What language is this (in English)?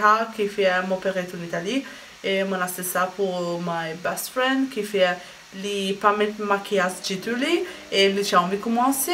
Morisyen